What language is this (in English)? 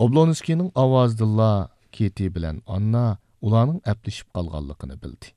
Uyghur